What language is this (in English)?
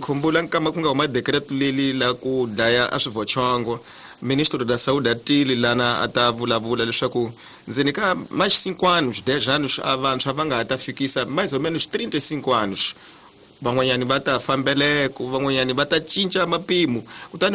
Tsonga